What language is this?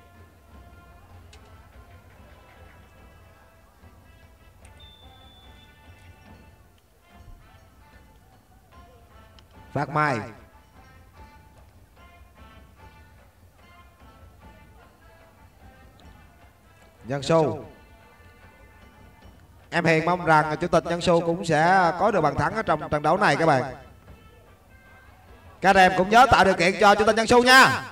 Vietnamese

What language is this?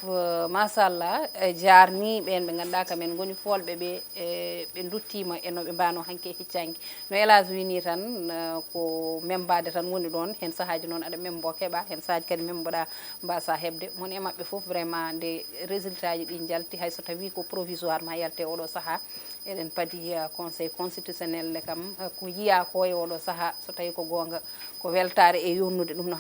Fula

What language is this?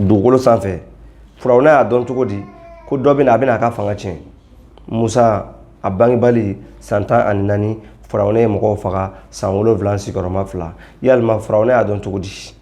Bambara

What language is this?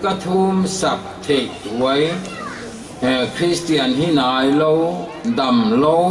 Paite Chin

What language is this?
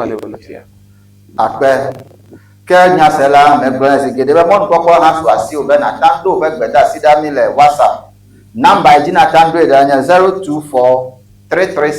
Ewe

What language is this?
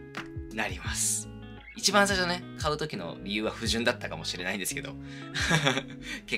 Japanese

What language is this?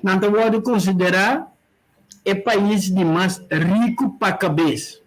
Papiamento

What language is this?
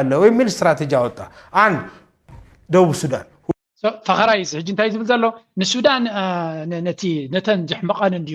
Tigrinya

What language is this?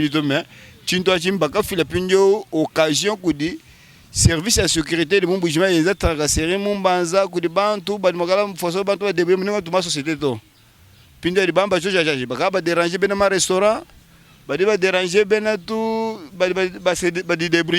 Luba-Lulua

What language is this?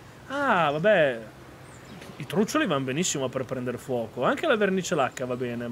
Italian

